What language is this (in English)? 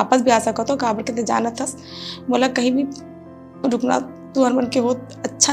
Chhattisgarhi